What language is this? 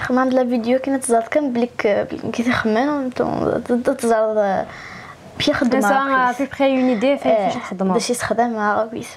Kabyle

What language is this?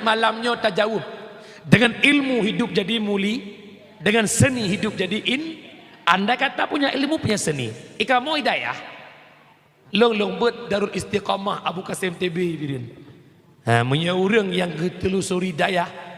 Achinese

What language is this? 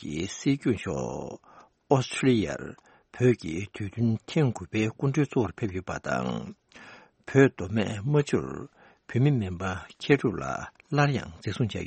Tibetan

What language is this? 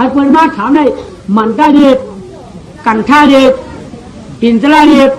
Shan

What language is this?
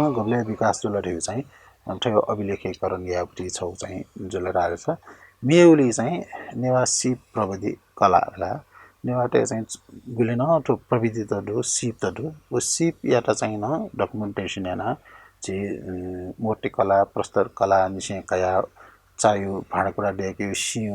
Newari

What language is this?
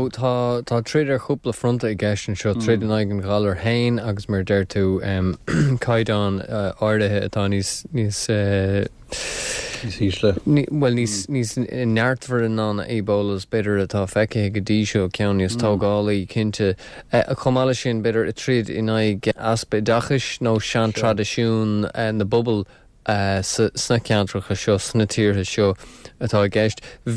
Irish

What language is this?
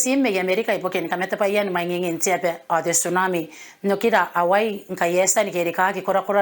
Gilbertese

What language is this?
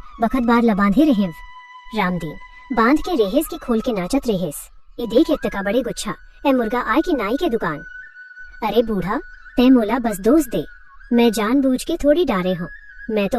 Chhattisgarhi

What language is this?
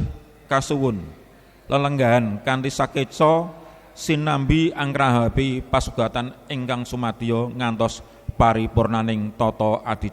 Javanese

